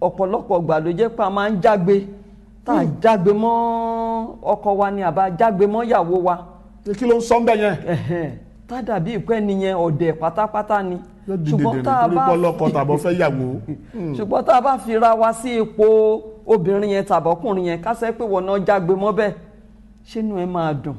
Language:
Yoruba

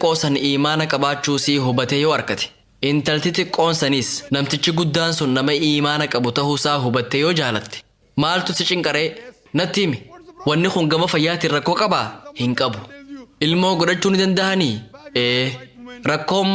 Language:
Oromo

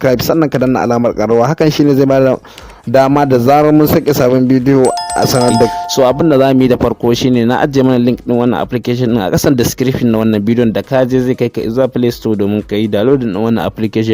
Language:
Hausa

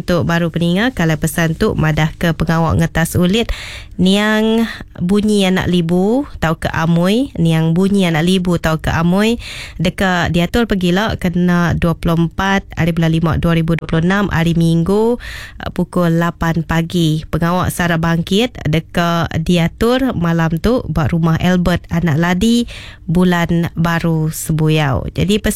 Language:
Iban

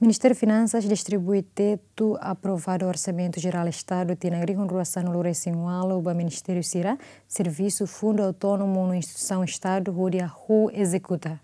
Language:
Tetum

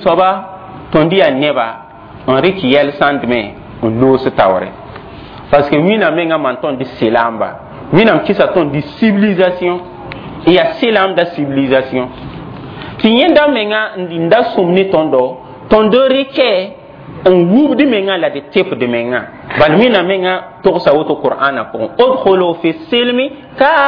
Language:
Mossi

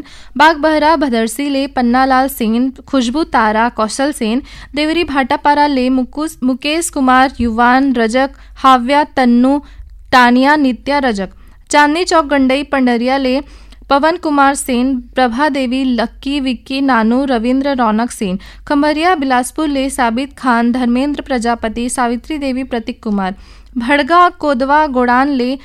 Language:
Chhattisgarhi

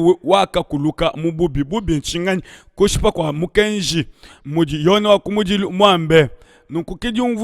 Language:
Luba-Lulua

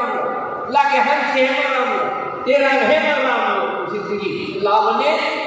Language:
Karbi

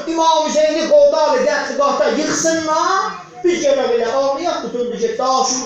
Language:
South Azerbaijani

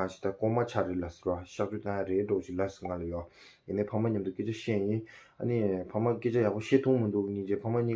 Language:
Tibetan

